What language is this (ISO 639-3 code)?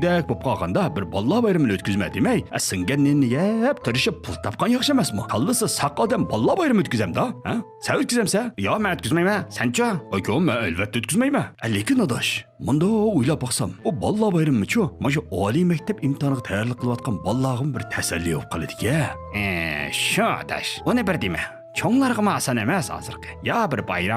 uig